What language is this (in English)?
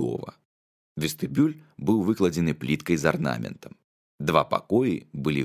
Belarusian